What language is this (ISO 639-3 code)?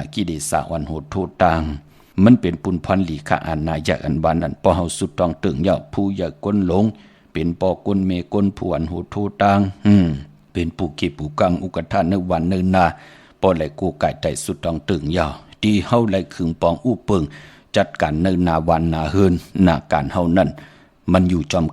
shn